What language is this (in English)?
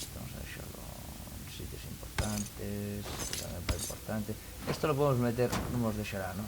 Asturian